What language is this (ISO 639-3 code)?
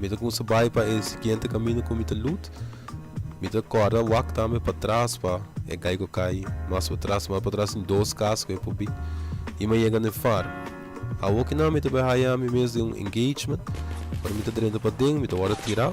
pap